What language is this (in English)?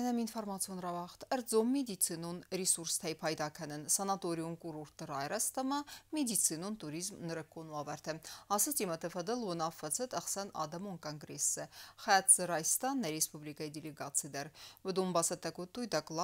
Ossetic